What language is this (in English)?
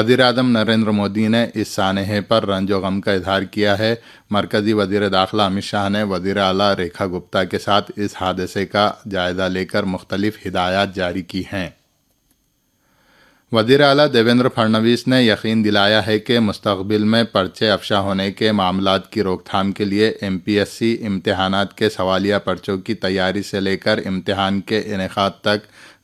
Urdu